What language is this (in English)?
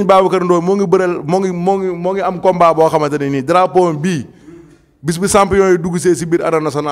Wolof